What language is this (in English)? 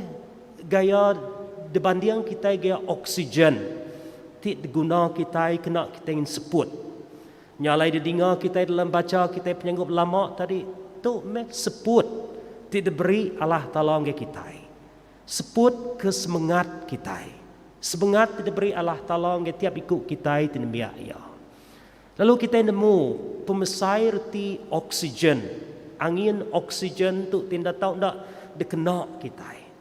Iban